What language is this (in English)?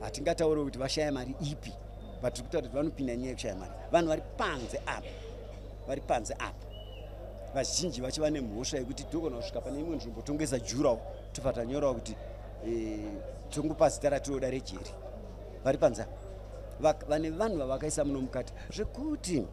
Shona